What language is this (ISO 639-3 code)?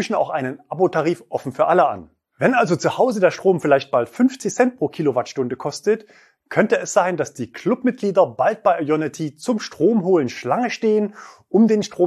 deu